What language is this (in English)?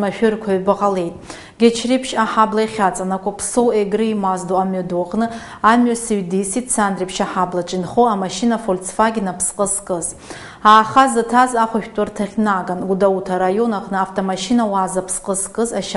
Abkhazian